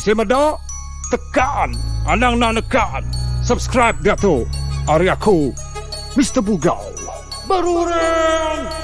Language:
Iban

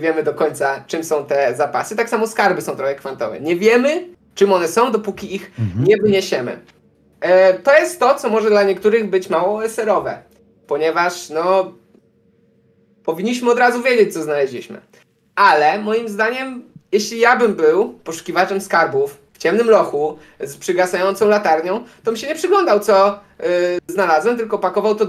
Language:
Polish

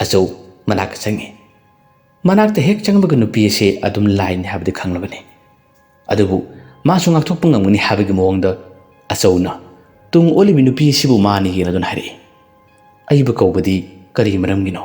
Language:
Manipuri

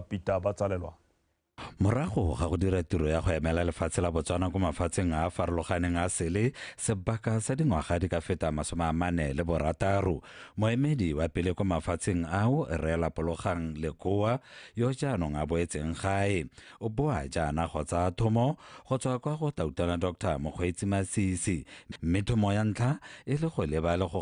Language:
Tswana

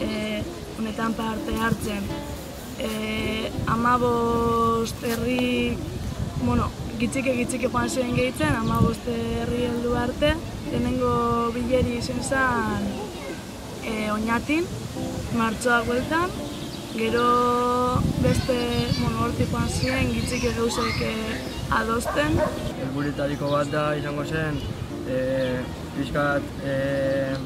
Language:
Basque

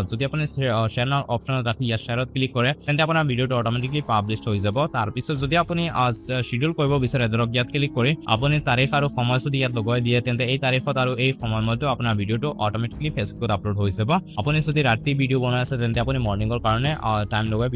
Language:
Assamese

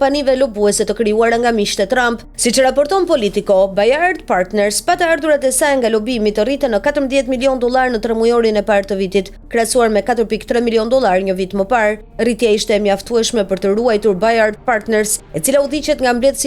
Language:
Albanian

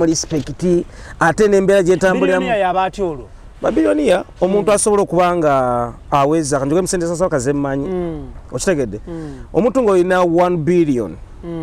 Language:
Ganda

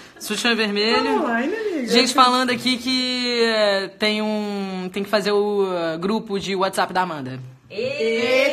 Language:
Portuguese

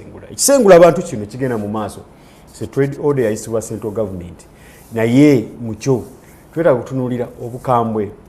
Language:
Ganda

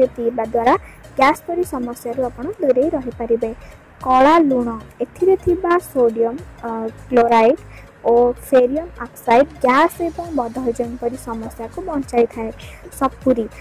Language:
Odia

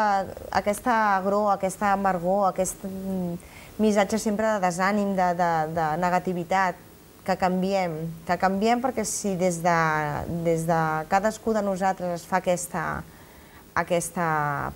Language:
Catalan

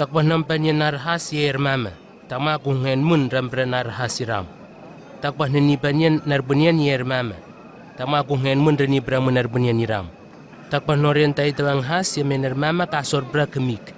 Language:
Southwest Tanna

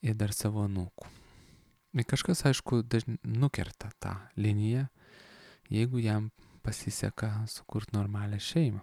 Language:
Lithuanian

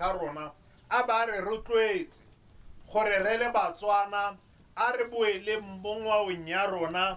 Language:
Tswana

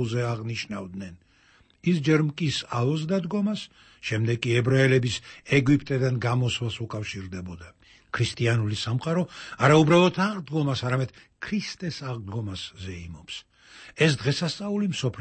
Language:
Georgian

